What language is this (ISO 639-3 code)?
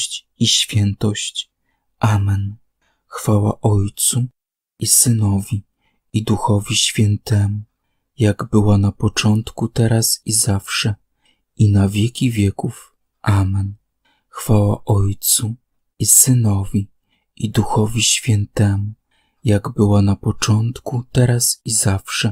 pol